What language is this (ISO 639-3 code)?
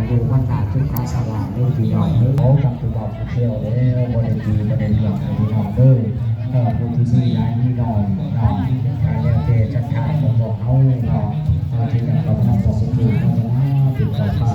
lao